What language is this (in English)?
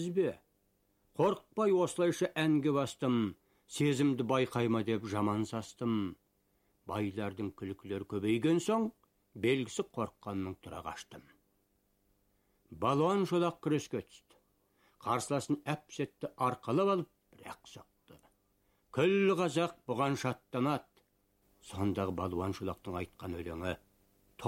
Kazakh